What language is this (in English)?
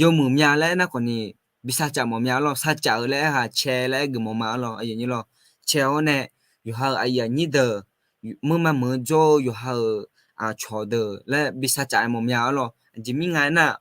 Akha